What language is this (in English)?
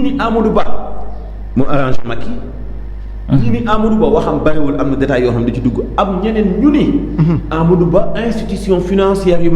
Wolof